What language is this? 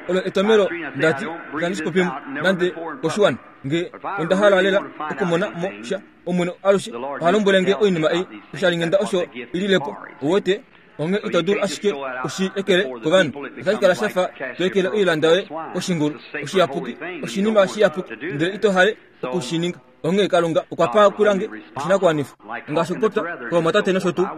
Kuanyama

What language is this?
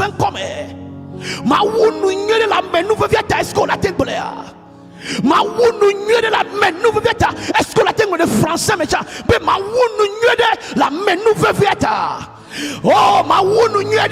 Ewe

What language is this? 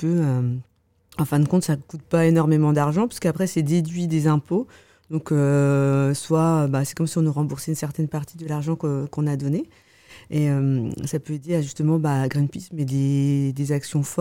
French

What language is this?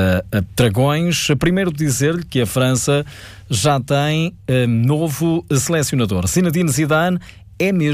Portuguese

